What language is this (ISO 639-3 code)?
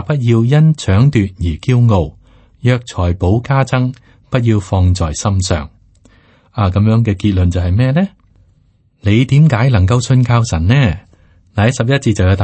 yue